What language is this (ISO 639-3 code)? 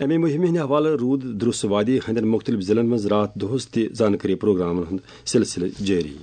kas